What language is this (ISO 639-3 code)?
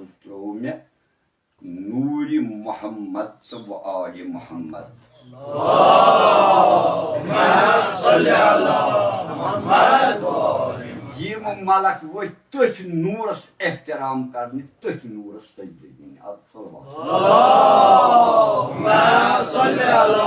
kas